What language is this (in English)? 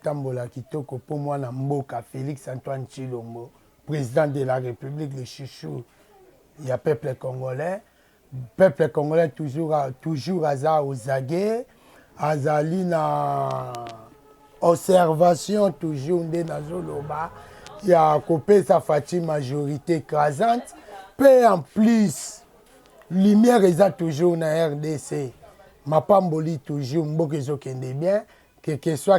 Lingala